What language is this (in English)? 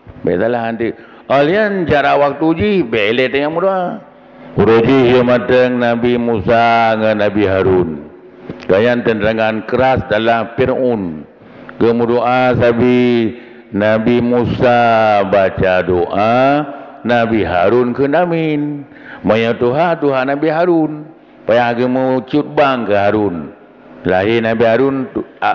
Achinese